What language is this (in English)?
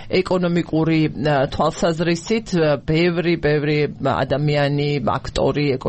Georgian